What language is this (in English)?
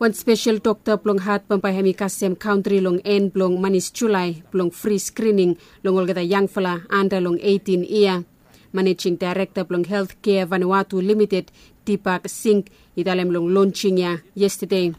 Bislama